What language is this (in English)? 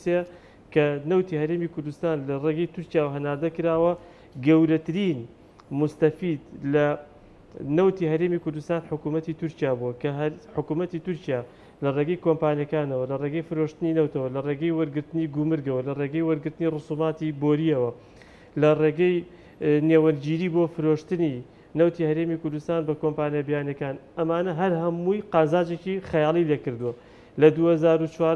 Central Kurdish